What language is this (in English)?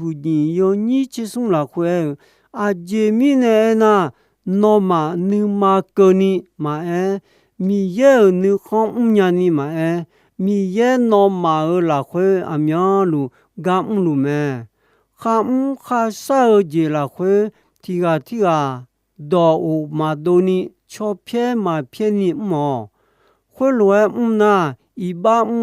Akha